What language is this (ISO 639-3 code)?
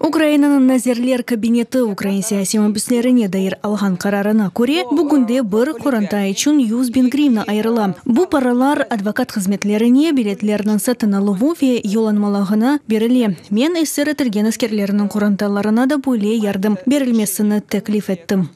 crh